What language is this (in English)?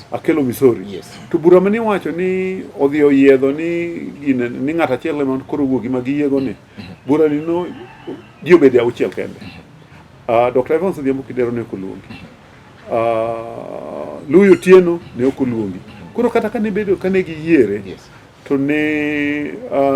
Luo (Kenya and Tanzania)